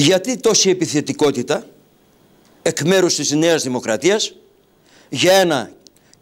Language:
Greek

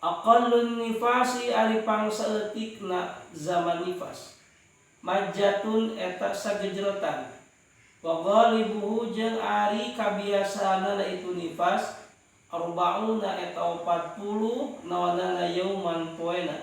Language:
Sundanese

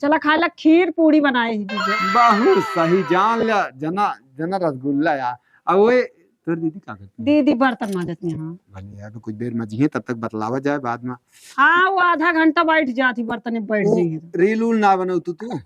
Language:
Awadhi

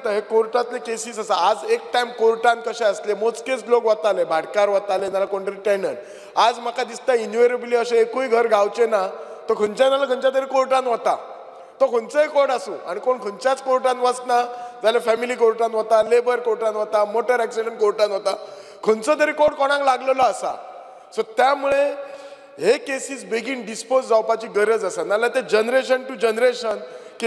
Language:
Konkani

